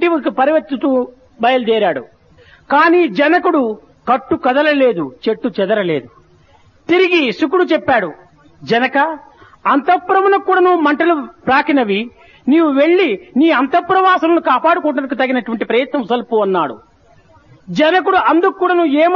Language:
Telugu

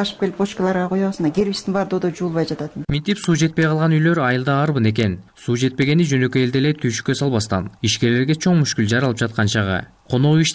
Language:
Kyrgyz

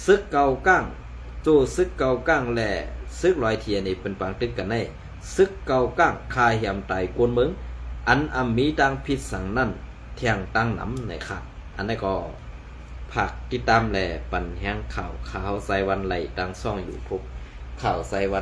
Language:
Shan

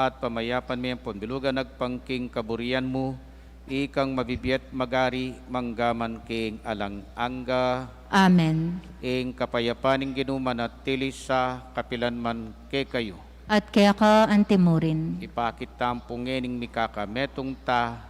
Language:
Pampanga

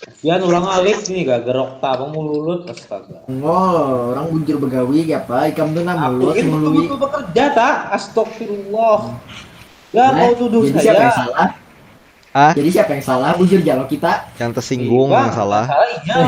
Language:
Banjar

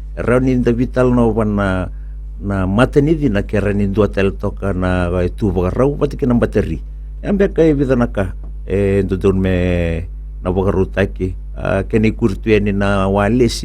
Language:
Fijian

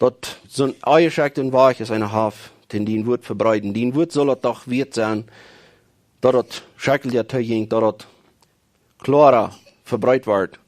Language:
Plautdietsch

